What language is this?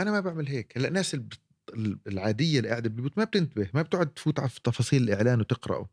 North Levantine Arabic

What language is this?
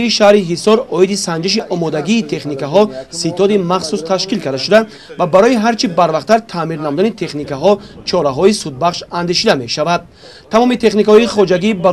Tajik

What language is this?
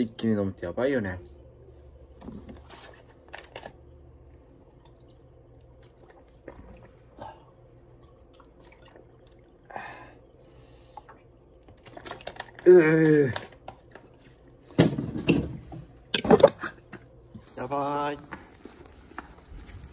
Japanese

